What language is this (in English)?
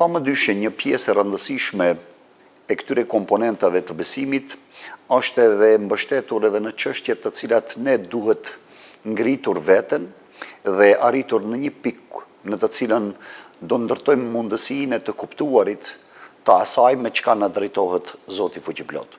Albanian